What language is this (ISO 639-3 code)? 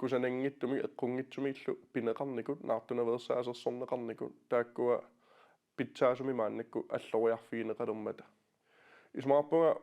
kal